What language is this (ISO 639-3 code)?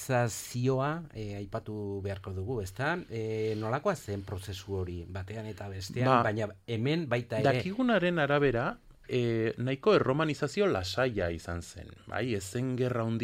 eus